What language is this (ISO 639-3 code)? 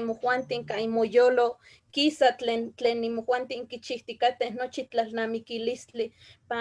nhe